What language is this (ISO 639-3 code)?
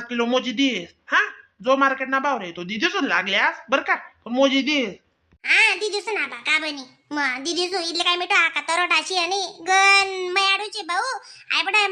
khn